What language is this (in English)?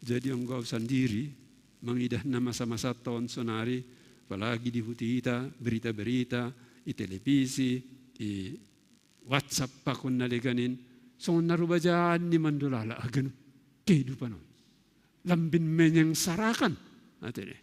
Batak Simalungun